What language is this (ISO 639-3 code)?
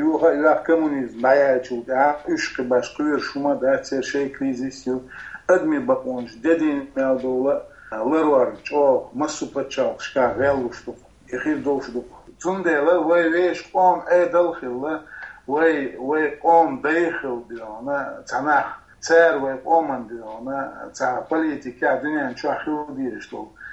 che